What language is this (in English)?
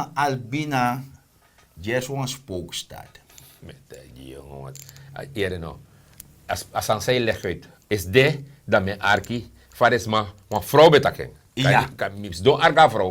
Sranan Tongo